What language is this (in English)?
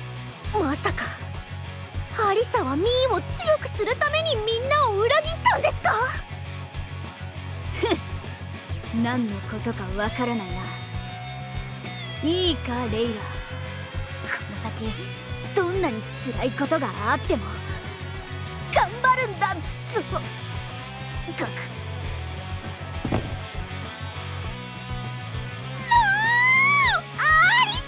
Japanese